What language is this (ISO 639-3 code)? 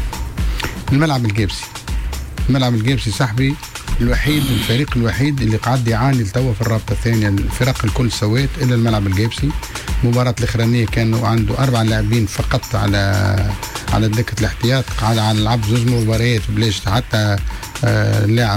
aeb